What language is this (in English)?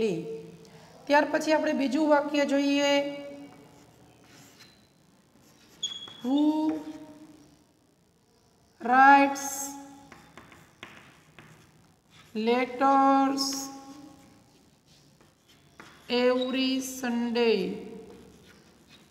Gujarati